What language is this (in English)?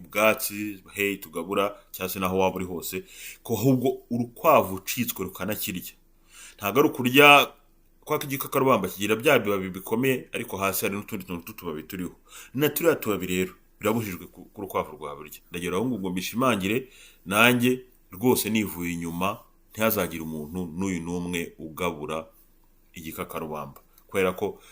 Kinyarwanda